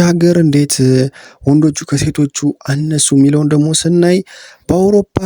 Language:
Amharic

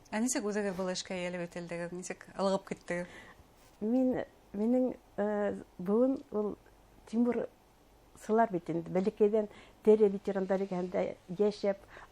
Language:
Bashkir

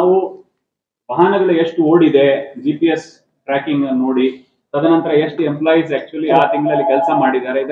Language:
Kannada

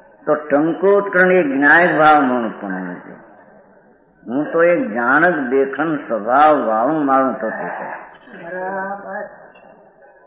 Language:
Gujarati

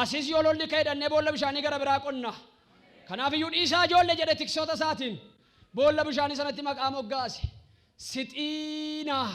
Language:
Oromo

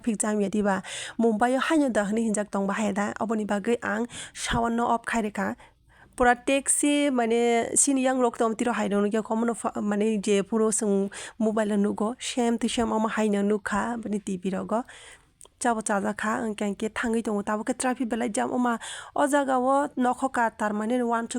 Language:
Kok Borok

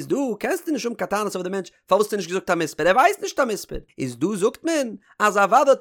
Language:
Yiddish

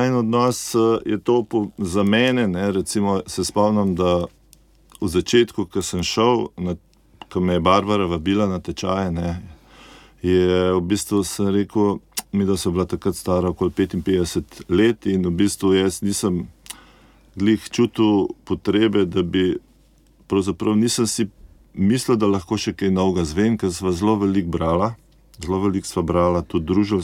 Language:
Slovenian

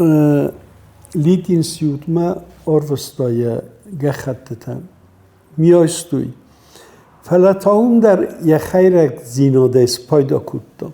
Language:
Ossetic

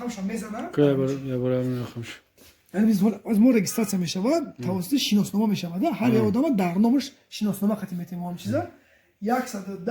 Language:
Tajik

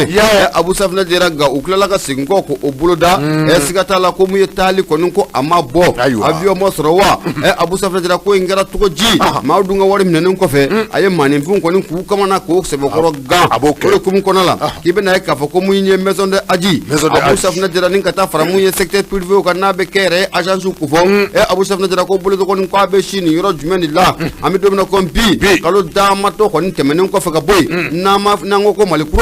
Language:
Bambara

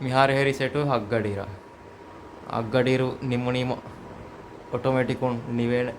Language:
Divehi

